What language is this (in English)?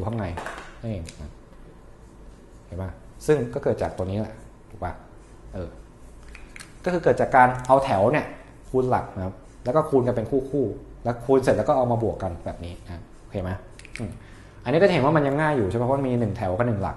Thai